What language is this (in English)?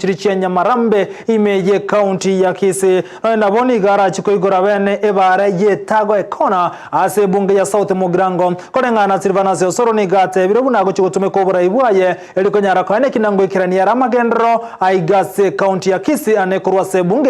Gusii